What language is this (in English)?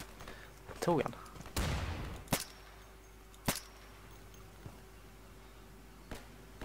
Swedish